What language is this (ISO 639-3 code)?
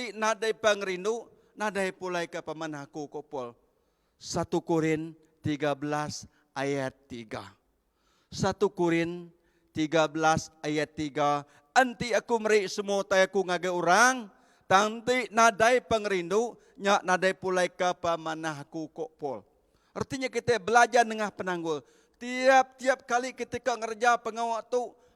iba